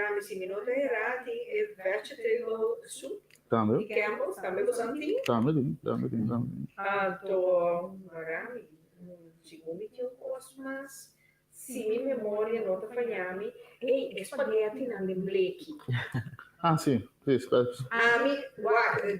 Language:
Papiamento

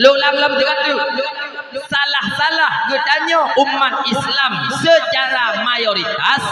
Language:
Achinese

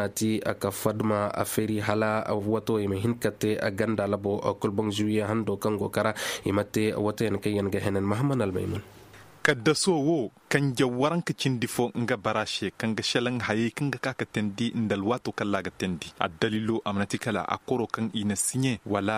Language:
Koyraboro Senni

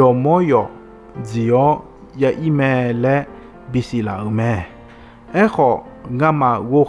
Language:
Akha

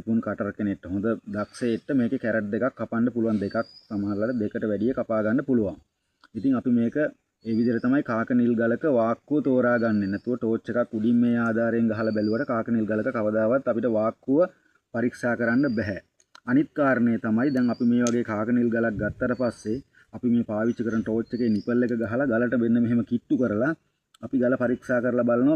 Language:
Sinhala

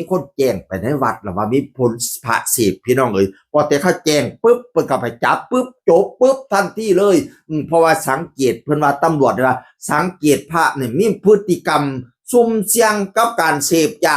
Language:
Northeastern Thai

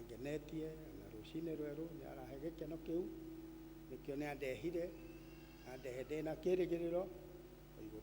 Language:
Kikuyu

